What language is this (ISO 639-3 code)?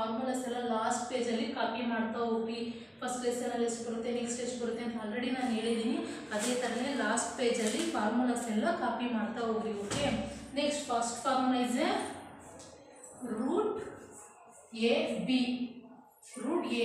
kan